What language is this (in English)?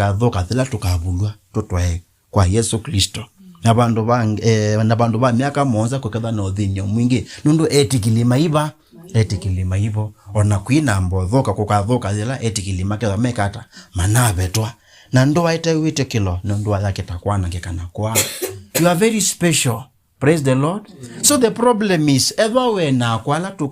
Kamba